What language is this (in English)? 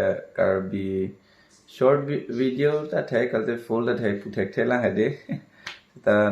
Karbi